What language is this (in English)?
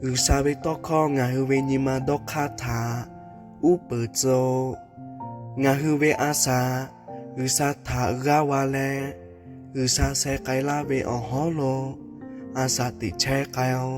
Lahu